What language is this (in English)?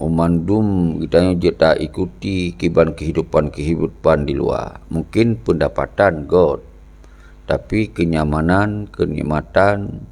Achinese